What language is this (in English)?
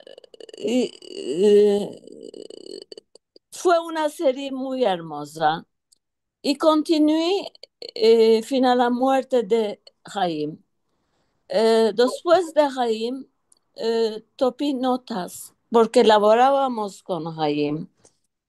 Ladino